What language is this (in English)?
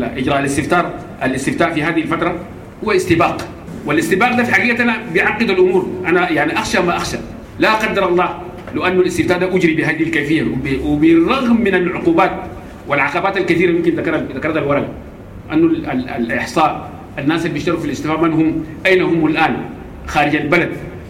Sudanese Arabic